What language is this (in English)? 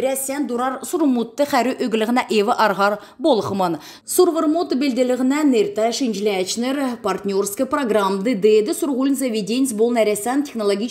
Kalmyk